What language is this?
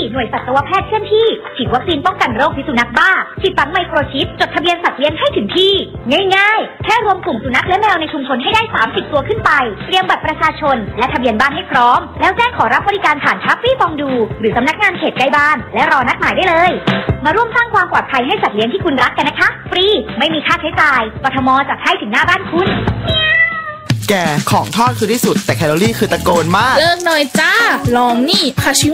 Thai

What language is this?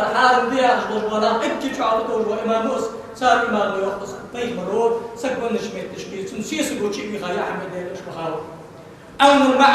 Ingush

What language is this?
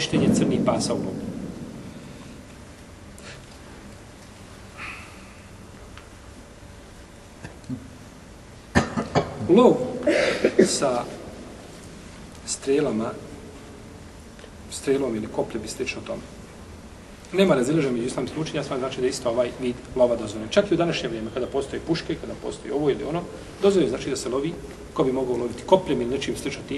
Bosnian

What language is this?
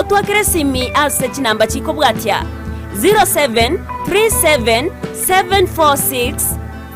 Gusii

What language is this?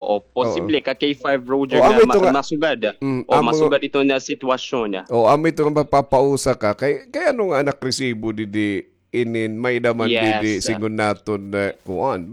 Waray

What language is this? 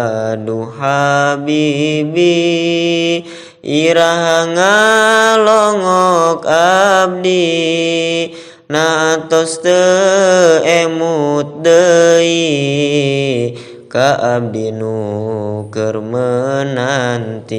Sundanese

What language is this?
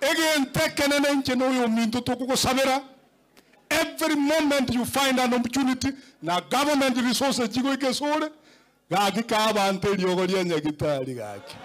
Gusii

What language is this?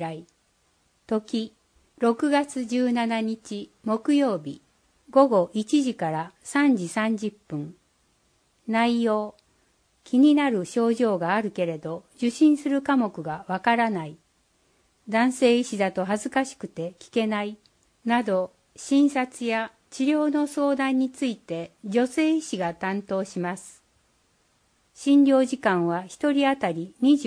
Japanese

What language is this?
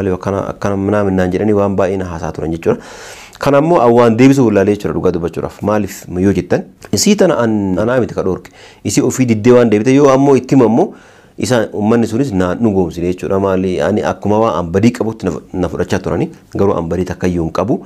Oromo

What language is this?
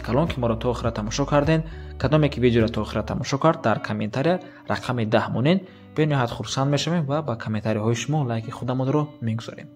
Tajik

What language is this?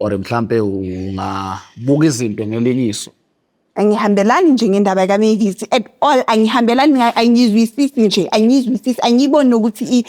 Zulu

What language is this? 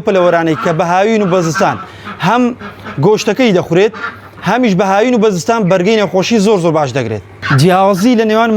Central Kurdish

